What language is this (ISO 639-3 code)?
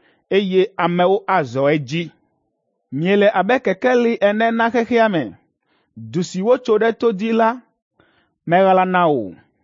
ewe